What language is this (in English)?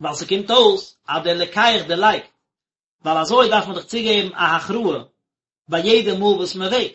Yiddish